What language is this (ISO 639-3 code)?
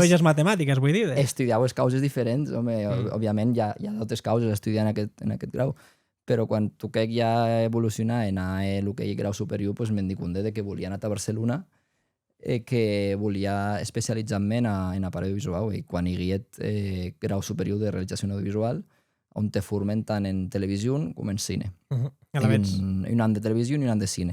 oci